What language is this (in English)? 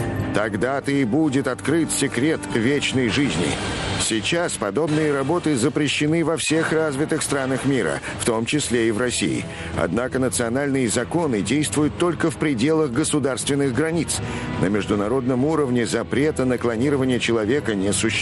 Russian